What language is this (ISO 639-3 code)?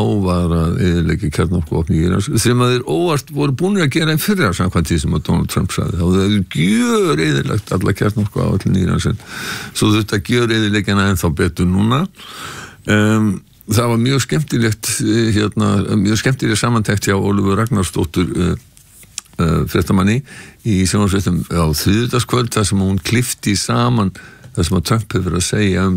isl